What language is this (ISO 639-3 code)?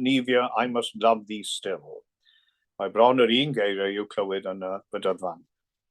cym